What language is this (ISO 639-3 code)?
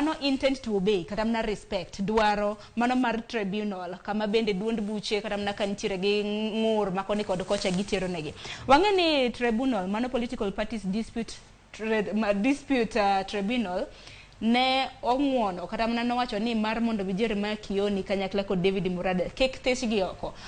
luo